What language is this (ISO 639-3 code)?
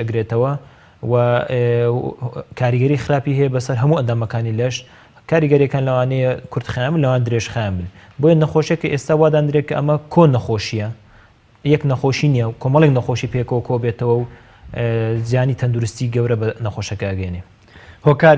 ckb